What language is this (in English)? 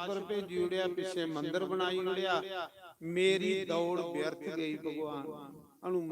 Dogri